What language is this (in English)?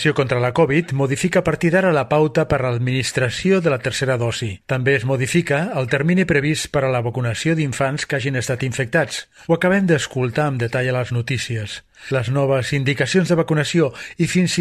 Catalan